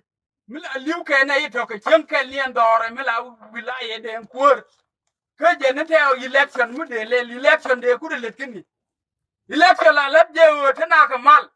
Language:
Nuer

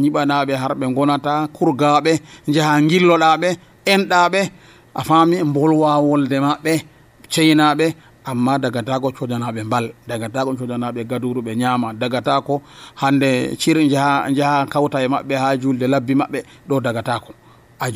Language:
Nigerian Fulfulde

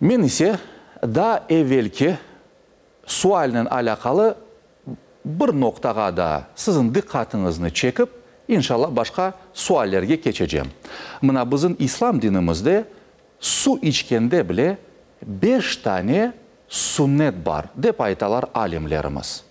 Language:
Crimean Tatar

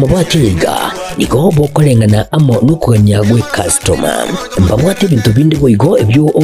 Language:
Gusii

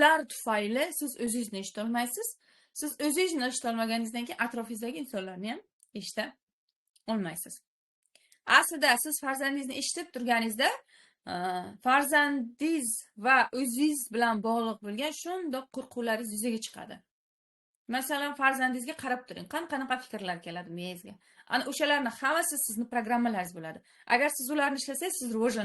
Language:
Uzbek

